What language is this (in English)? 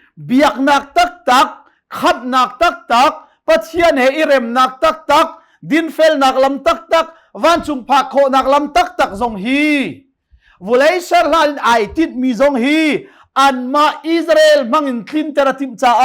Hakha Chin